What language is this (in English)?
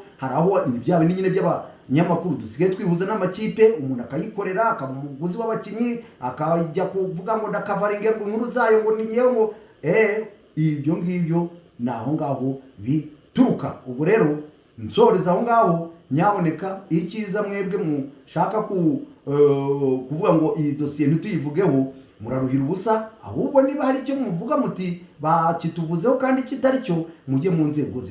Kinyarwanda